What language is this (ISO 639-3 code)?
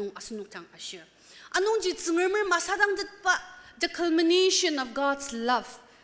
njo